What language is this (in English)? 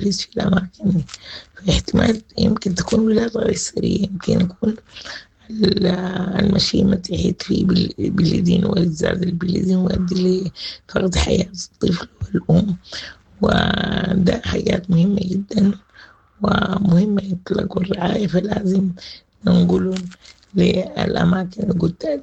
Sudanese Arabic